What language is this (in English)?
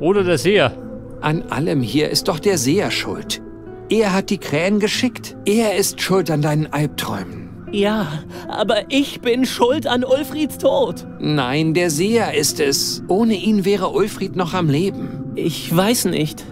Bavarian